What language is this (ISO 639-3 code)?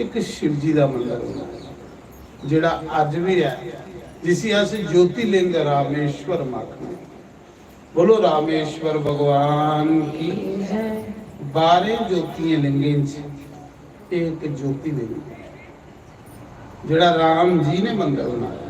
doi